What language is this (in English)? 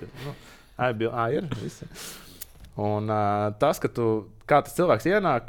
Latvian